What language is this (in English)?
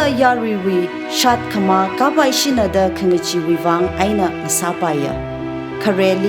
Tangkhul Naga (India)